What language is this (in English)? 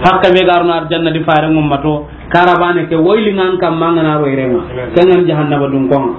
Soninke